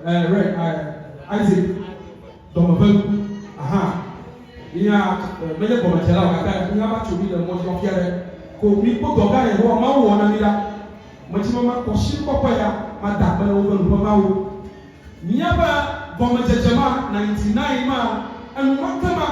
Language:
Ewe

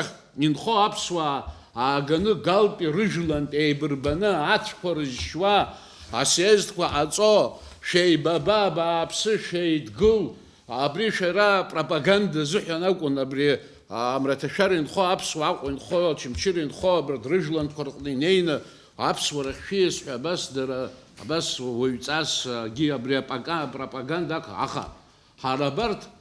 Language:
Abkhazian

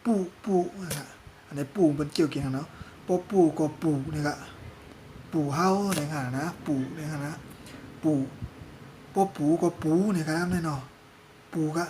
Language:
Shan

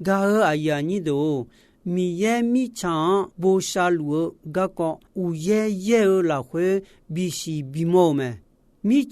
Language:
Akha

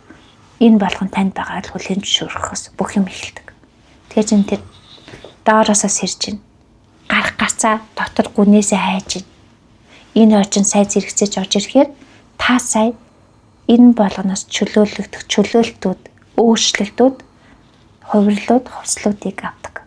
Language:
Mongolian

